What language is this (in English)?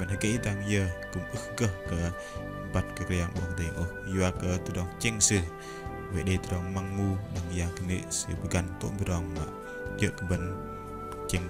Bahnar